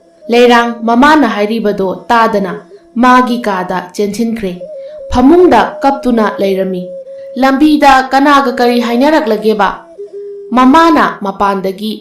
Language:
Manipuri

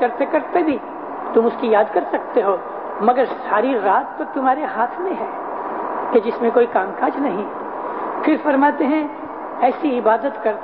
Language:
Urdu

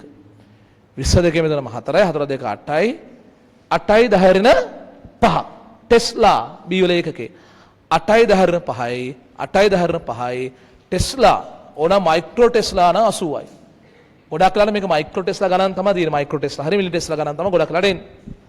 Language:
Sinhala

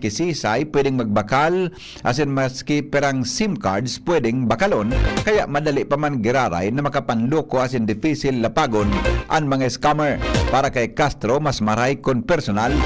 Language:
Bikol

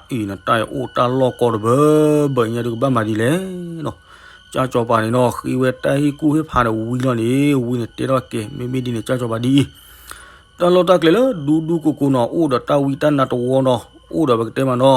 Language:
S'gaw Karen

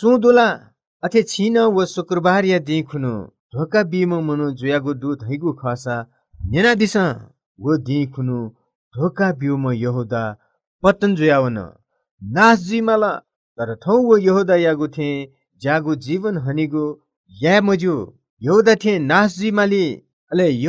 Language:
Newari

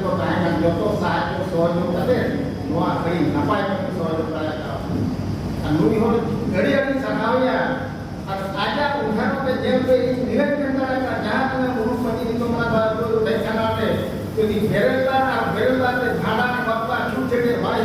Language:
Santali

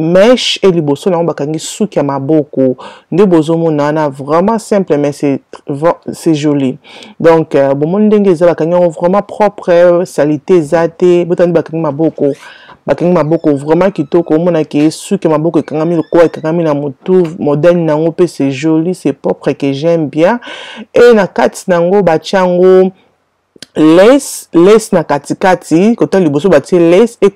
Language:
Lingala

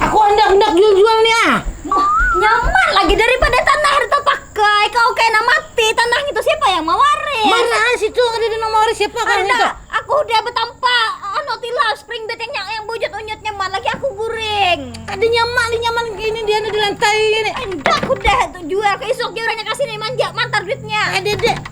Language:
Banjar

